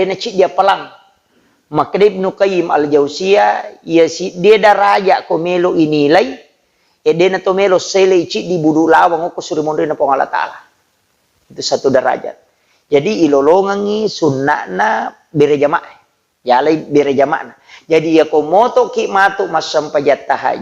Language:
Buginese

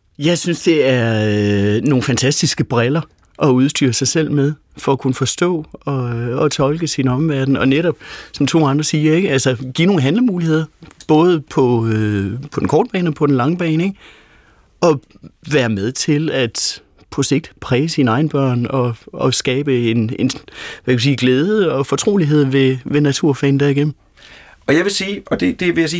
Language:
Danish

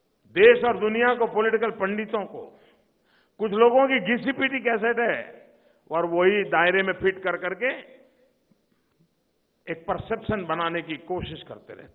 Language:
Hindi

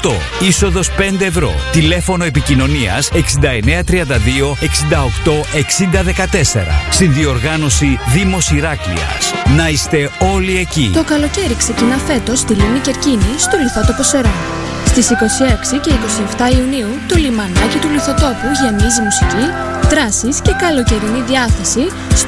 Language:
Greek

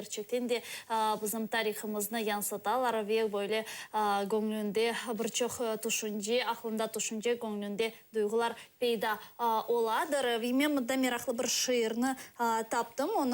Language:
Crimean Tatar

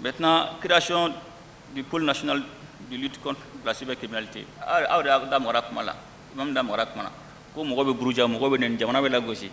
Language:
Bambara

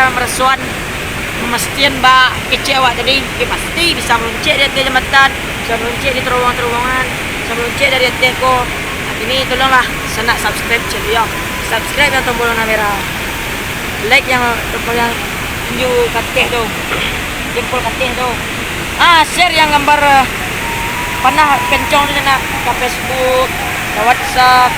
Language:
Minangkabau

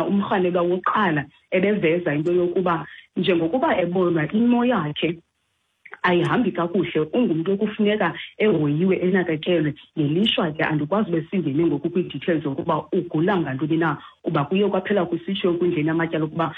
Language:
Xhosa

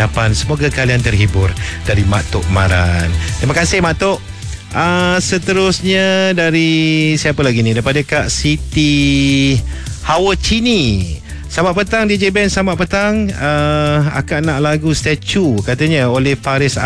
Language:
Malay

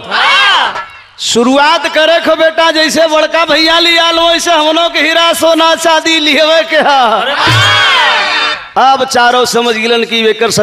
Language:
Bhojpuri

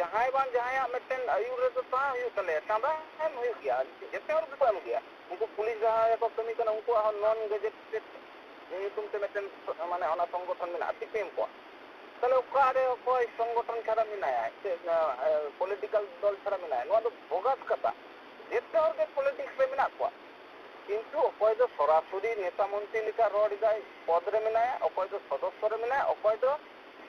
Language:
Santali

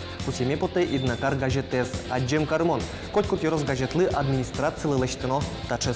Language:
Udmurt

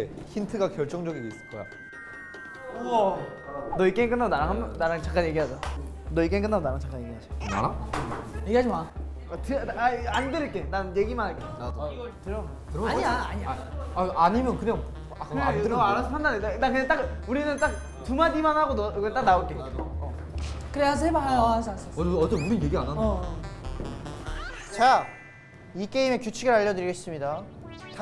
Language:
Korean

